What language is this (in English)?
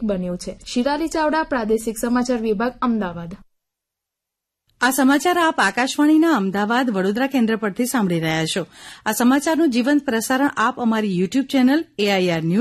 Gujarati